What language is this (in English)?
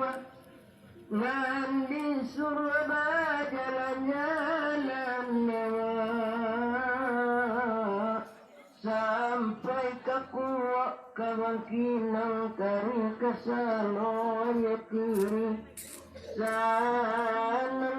Minangkabau